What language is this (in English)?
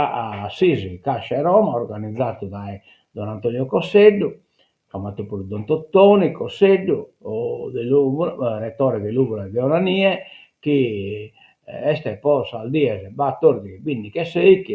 Sardinian